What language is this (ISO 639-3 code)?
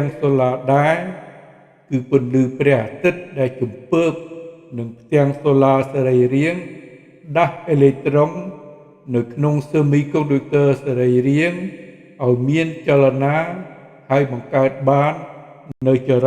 khm